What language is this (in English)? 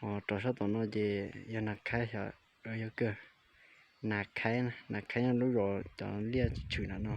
Hmong